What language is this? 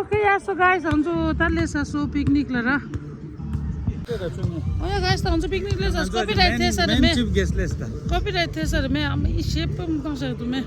Tibetan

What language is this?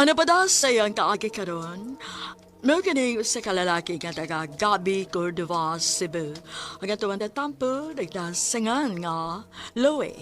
Cebuano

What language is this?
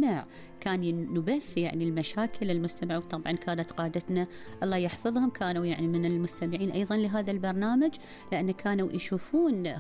Gulf Arabic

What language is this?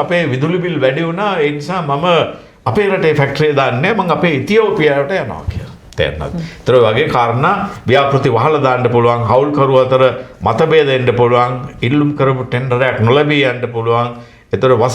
Sinhala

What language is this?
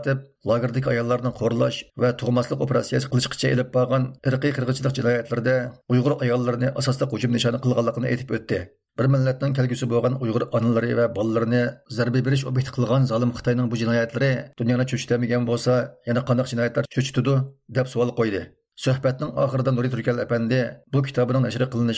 Uyghur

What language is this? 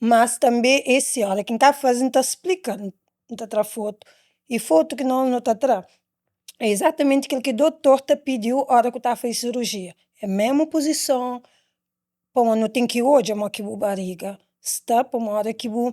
Kabuverdianu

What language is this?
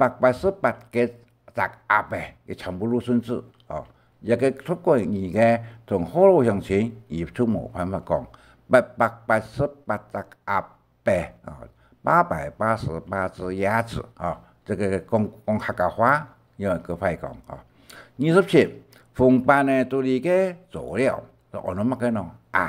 Hakka Chinese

